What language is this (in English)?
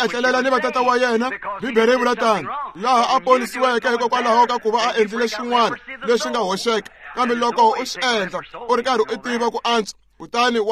Tsonga